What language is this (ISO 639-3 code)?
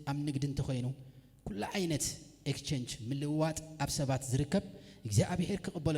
tir